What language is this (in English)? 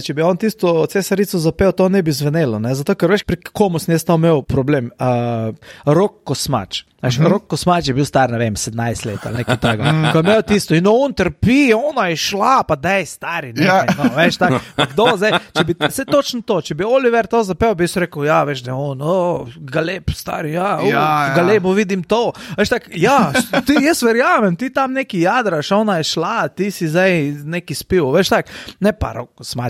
Slovenian